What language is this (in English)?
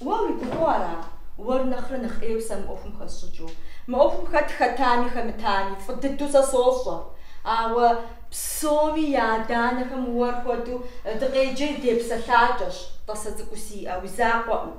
Kabardian